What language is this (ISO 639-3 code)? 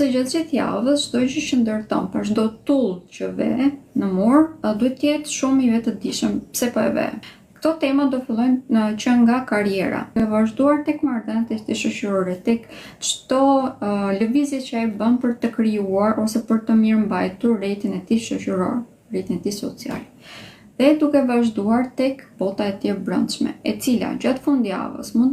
sqi